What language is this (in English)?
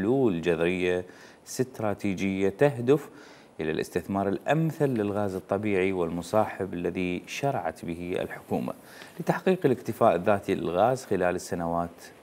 Mesopotamian Arabic